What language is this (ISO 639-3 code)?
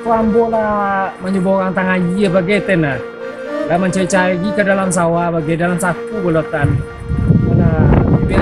min